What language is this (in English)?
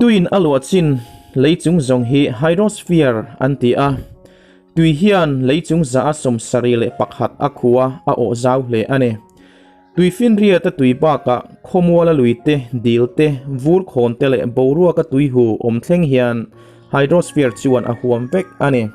Mizo